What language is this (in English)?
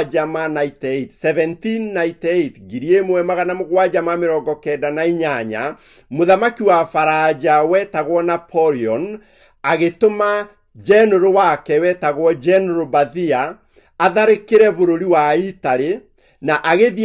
Kikuyu